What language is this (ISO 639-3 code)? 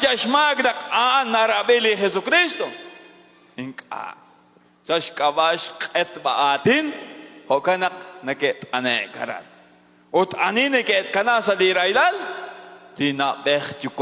kek